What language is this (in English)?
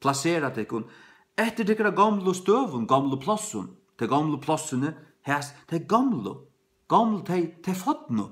Faroese